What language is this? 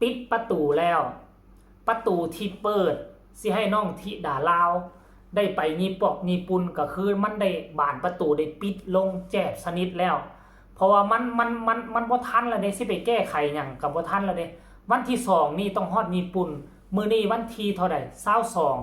Northeastern Thai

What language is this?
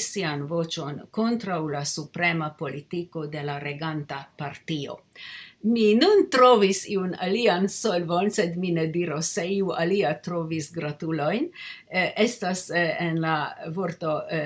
Esperanto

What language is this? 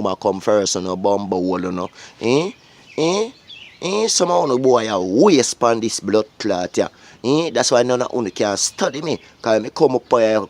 Jamaican Creole English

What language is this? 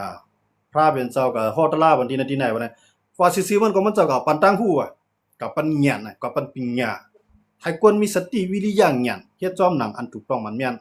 Shan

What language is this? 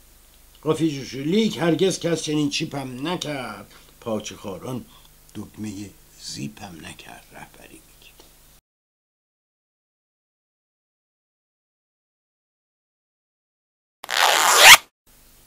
Persian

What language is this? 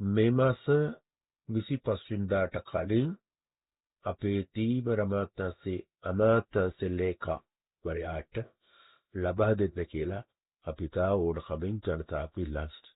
Sinhala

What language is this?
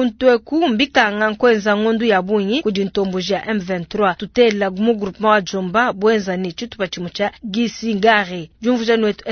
Luba-Lulua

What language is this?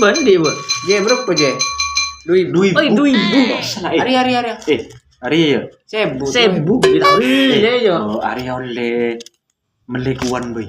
Madurese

